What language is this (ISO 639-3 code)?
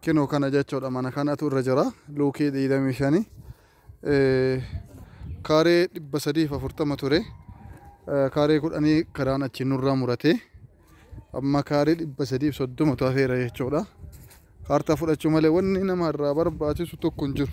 orm